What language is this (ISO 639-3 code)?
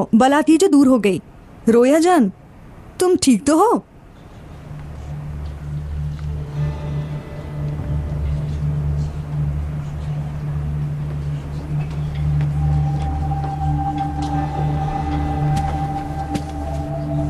hin